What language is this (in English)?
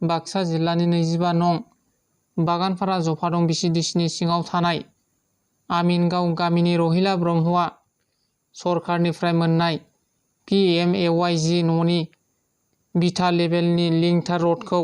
Bodo